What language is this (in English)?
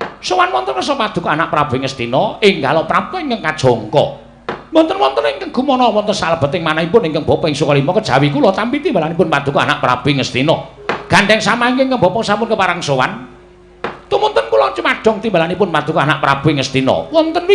Javanese